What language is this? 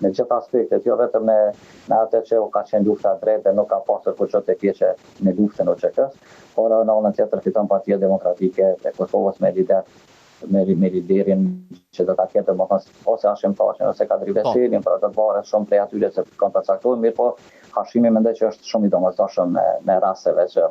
Albanian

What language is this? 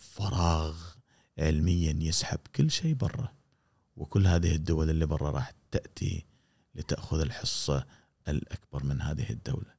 Gulf Arabic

